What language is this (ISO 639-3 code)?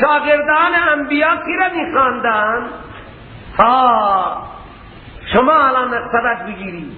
fas